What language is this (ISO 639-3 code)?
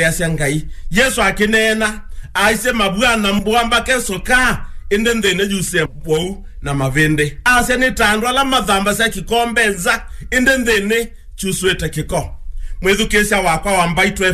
kam